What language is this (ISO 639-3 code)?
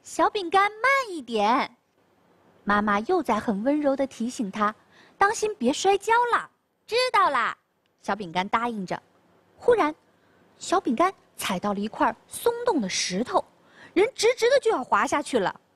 zho